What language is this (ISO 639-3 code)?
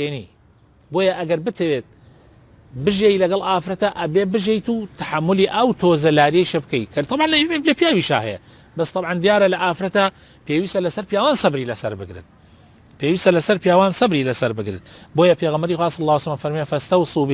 ckb